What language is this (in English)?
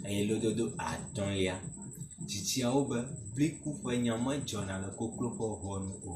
Ewe